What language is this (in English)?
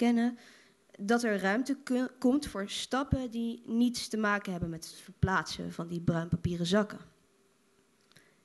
Dutch